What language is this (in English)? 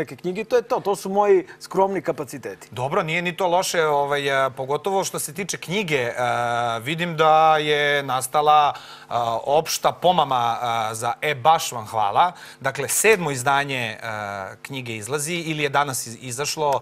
Serbian